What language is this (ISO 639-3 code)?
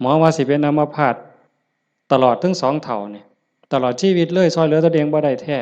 tts